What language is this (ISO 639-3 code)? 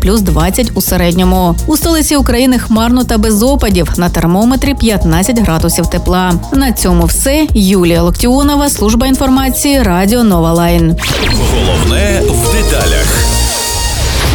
ukr